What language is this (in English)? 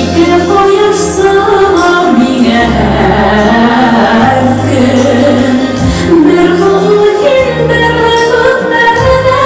Bashkir